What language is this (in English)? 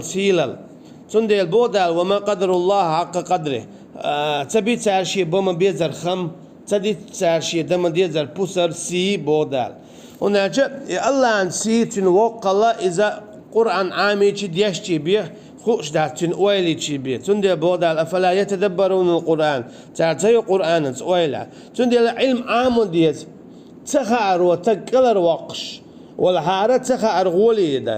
Chechen